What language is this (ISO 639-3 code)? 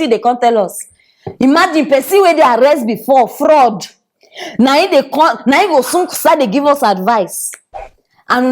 pcm